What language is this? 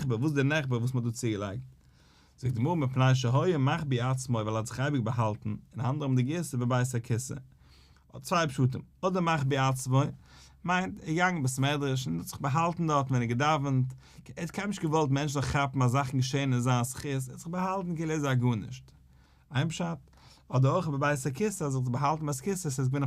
Yiddish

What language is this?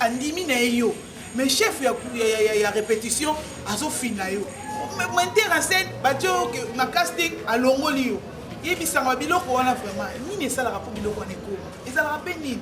Lingala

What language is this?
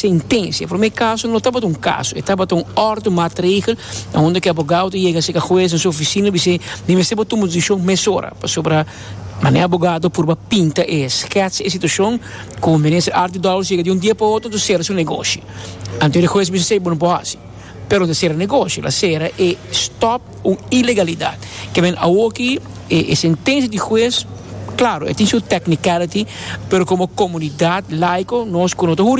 Papiamento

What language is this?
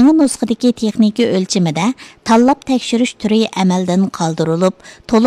Uyghur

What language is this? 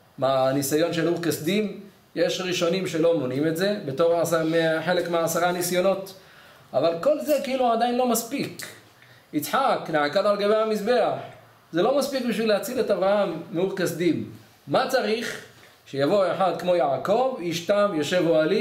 Hebrew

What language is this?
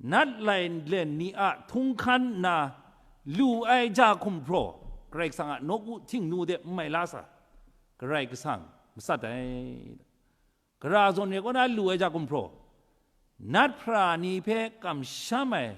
Kachin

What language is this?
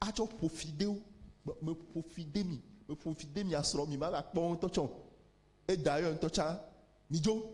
Ewe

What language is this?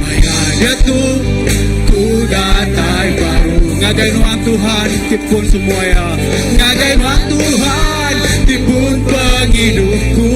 Iban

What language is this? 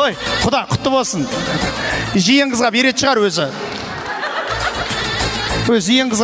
Kazakh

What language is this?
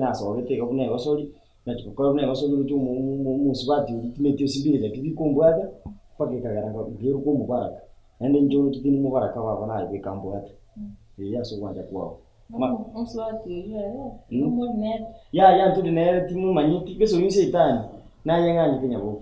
Gusii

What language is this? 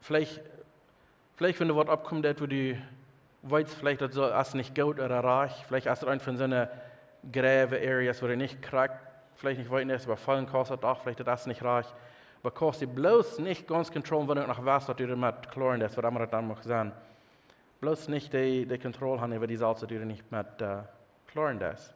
Plautdietsch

